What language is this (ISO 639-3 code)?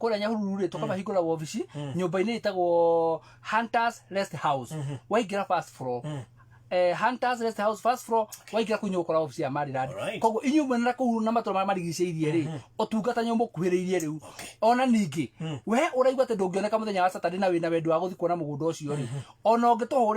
kik